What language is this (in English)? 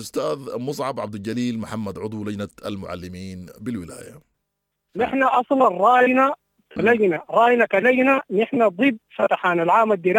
Sudanese Arabic